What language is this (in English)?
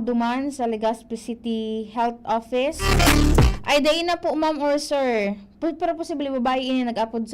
Bikol